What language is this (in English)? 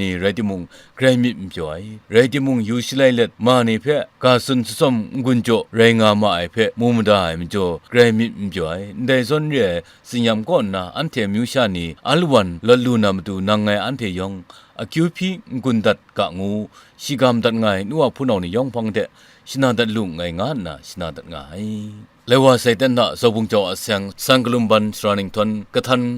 Kachin